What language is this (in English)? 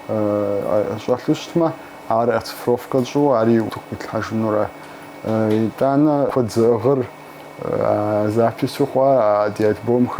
Kabardian